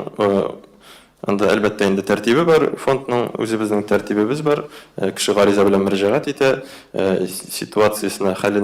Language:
Tatar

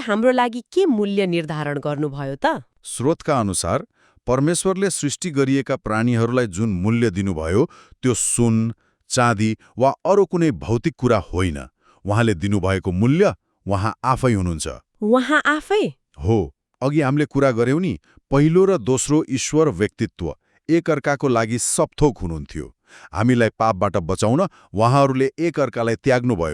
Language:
Nepali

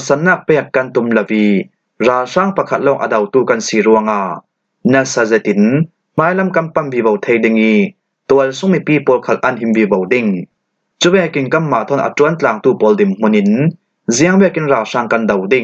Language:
Falam Chin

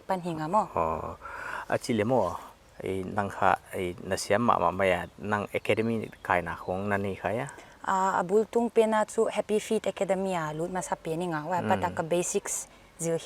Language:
Paite Chin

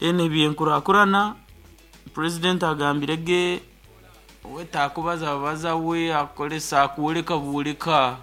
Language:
Nyankole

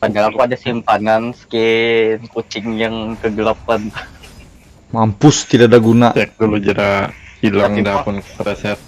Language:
Banjar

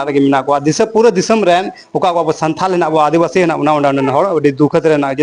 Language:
Santali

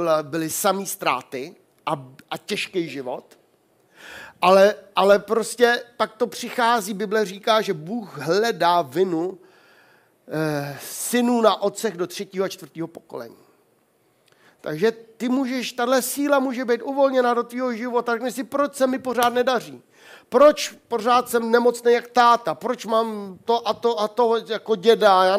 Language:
Czech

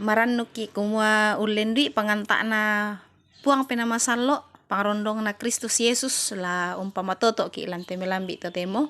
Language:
Toraja-Sa'dan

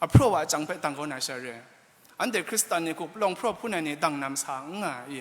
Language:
Kachin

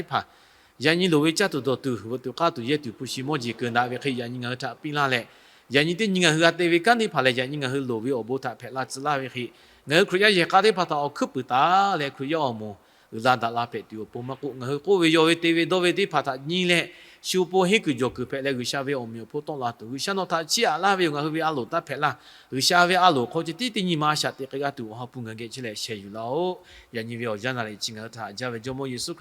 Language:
Lahu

